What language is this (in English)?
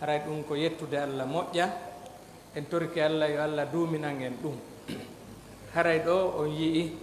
Fula